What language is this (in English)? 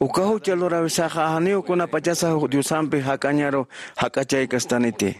Aymara